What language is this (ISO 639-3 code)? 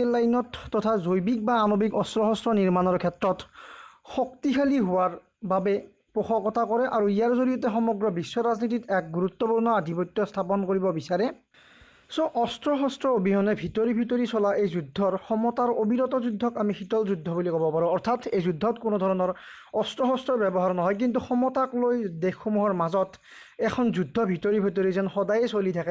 asm